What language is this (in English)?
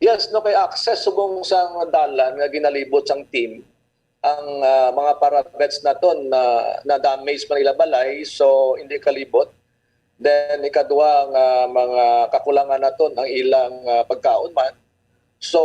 Hiligaynon